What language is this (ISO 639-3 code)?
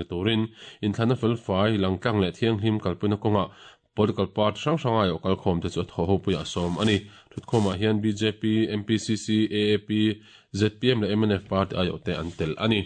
lus